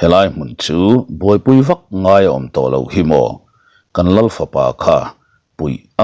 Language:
Mizo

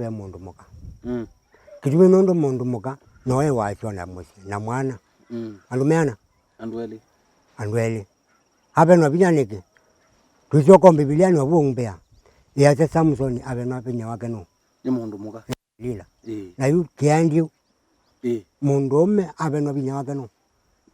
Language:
Kamba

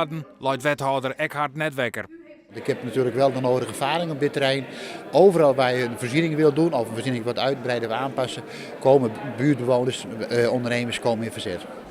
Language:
Western Frisian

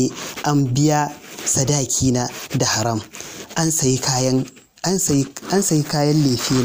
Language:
Hausa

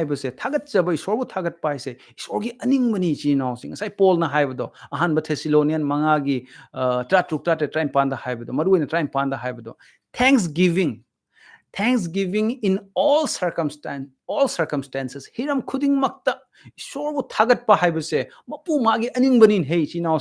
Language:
Manipuri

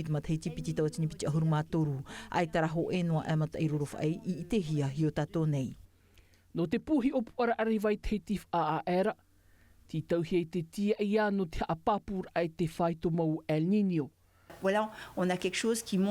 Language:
Tahitian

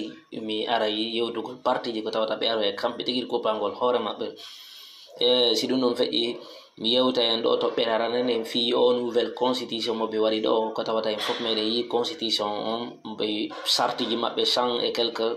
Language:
Fula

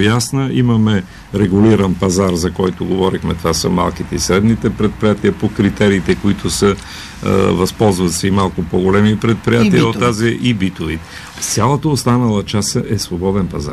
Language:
Bulgarian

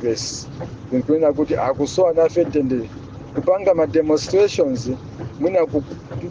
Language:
Nyanja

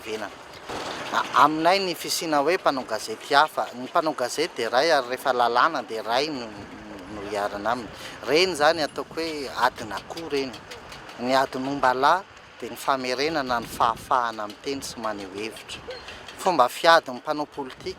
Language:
Malagasy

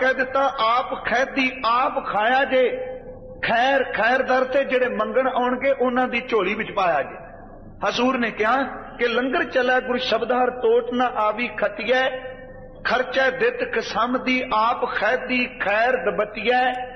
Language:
Punjabi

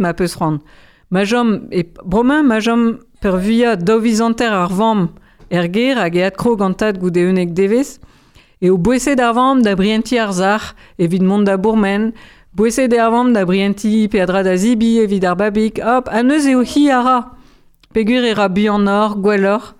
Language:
Breton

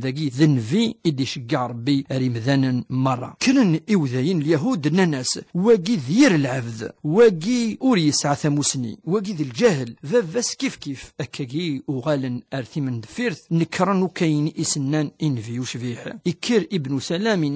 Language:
Kabyle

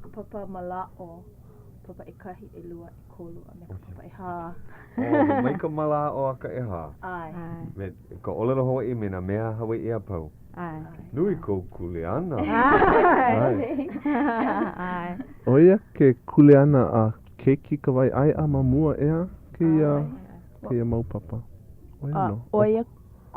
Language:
Hawaiian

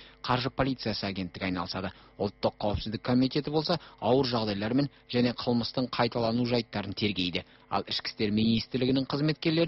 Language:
Kazakh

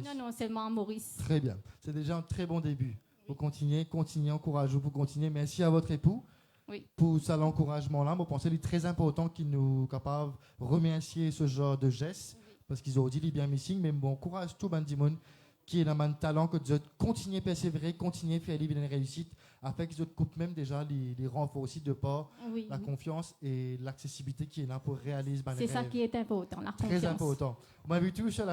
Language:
Morisyen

